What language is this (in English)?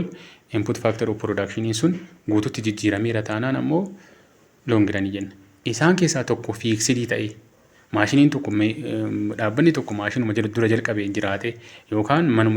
Oromo